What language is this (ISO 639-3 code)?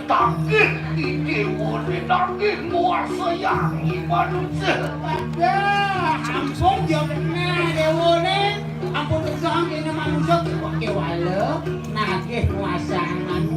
ban